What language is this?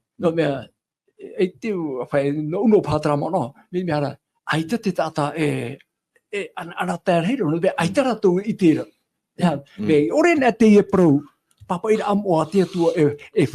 Tahitian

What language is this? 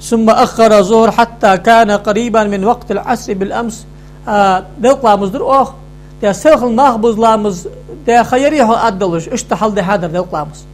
Ingush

